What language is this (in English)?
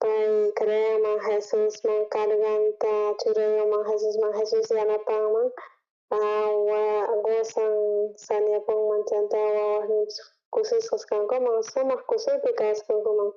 South Bolivian Quechua